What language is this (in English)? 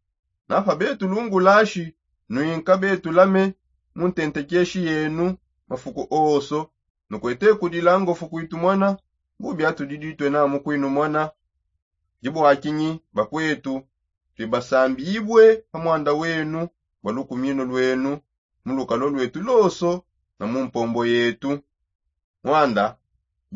Songe